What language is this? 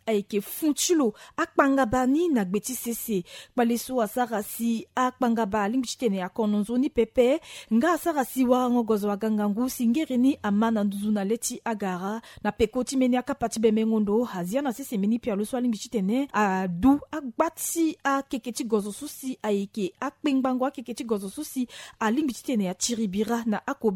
Sango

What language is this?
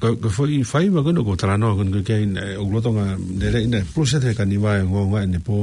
Tongan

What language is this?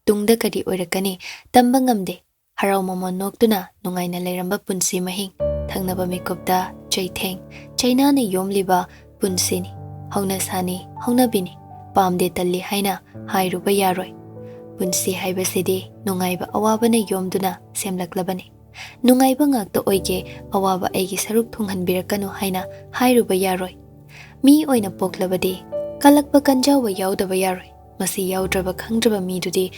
Manipuri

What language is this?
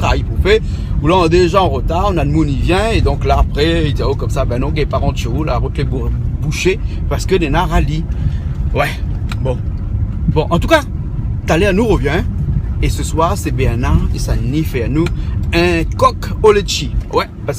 Réunion Creole French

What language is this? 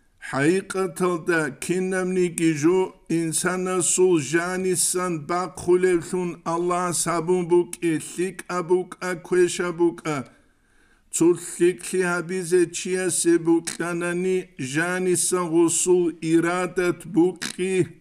Avaric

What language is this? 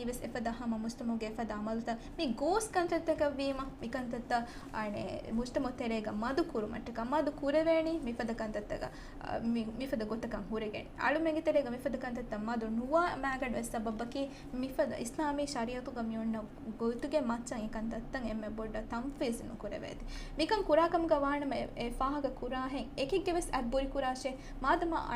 Divehi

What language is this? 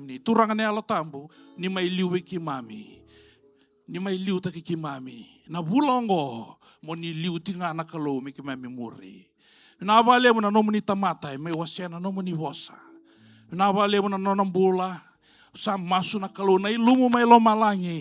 Fijian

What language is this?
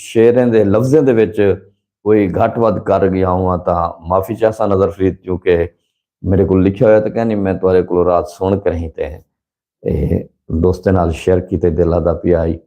Saraiki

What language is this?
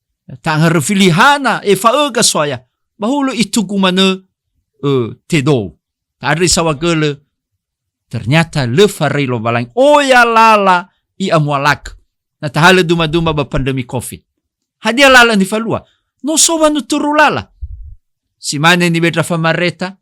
Nias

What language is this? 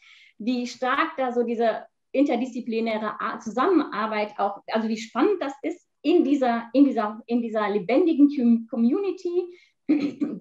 German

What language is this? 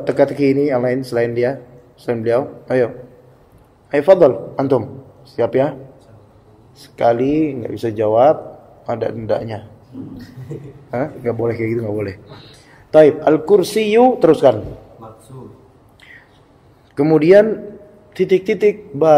Indonesian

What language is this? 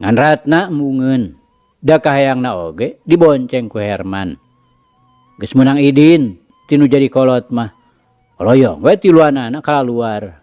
Sundanese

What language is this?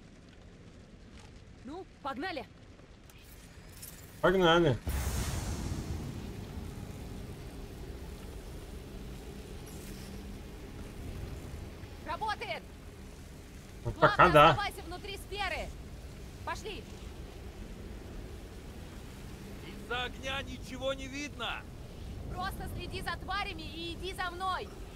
Russian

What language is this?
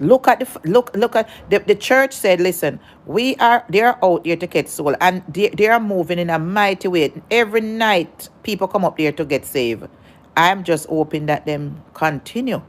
Jamaican Creole English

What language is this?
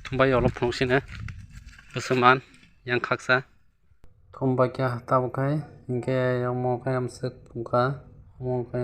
Kok Borok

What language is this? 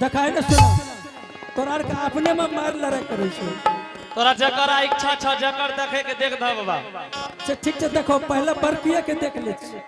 Angika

